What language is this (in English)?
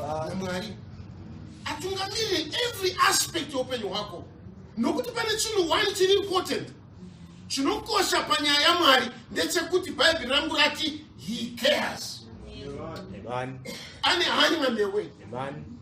Shona